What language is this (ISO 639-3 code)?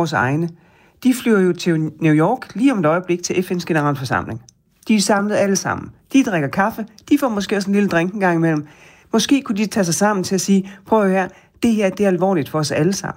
dan